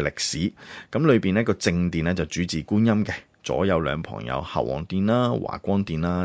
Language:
Cantonese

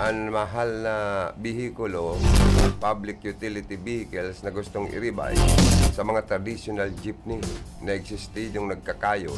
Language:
Bikol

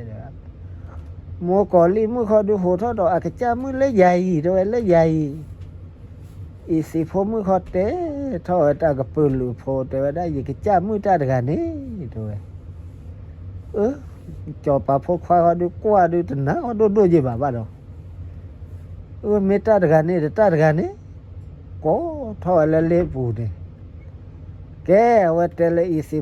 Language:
S'gaw Karen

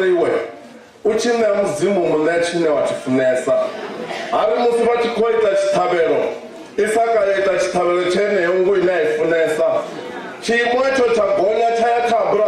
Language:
Venda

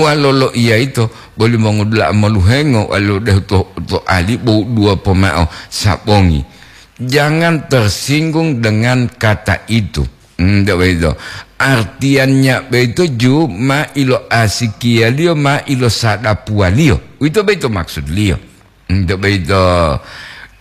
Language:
Gorontalo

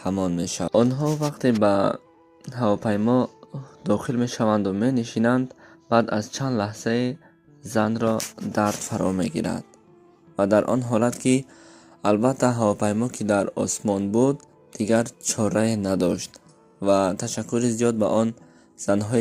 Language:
Tajik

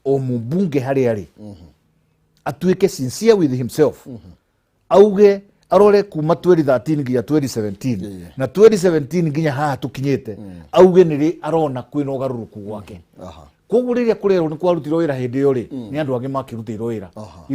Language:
Kikuyu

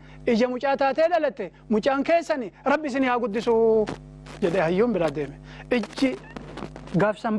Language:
Oromo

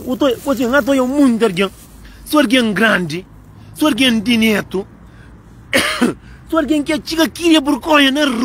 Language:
Kabuverdianu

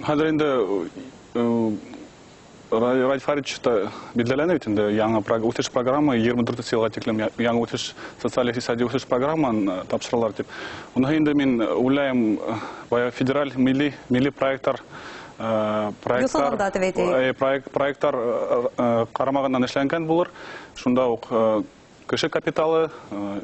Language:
Bashkir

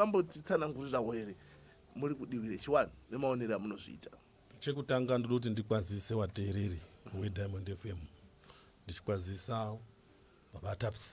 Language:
Shona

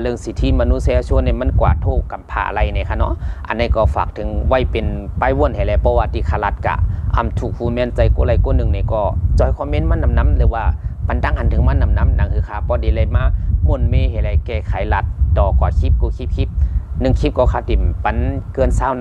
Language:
Shan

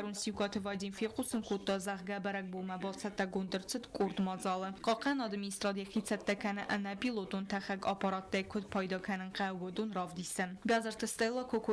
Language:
Ossetic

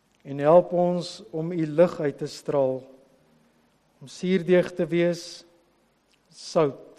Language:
Afrikaans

